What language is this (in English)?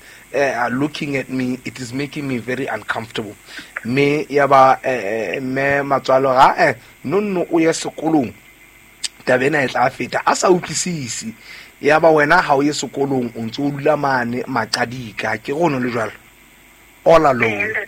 Southern Sotho